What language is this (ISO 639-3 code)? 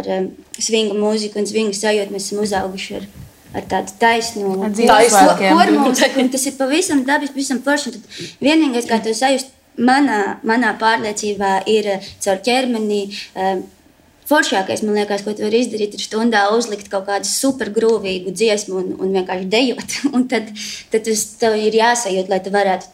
lav